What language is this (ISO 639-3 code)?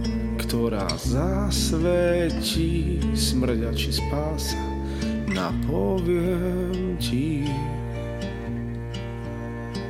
slk